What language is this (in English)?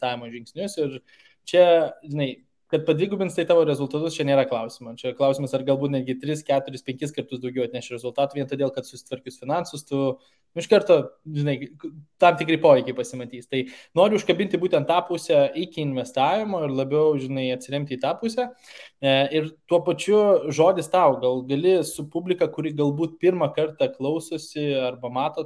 Lithuanian